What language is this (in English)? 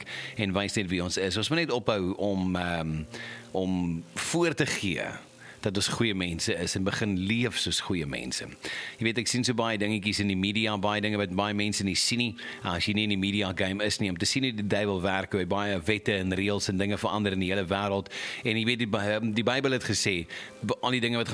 Afrikaans